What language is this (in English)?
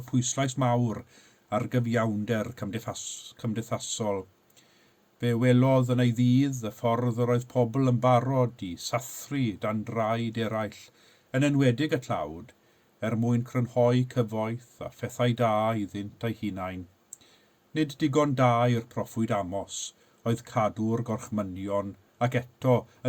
Welsh